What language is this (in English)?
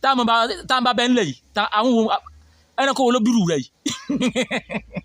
Yoruba